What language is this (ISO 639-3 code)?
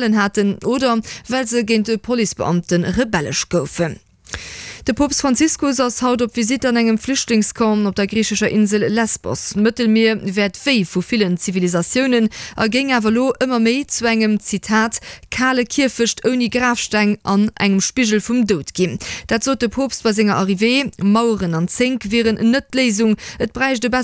ltz